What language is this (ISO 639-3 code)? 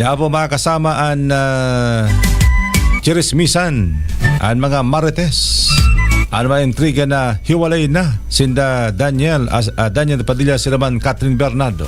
bik